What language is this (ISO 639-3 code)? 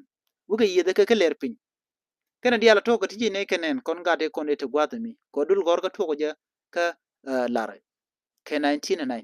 nus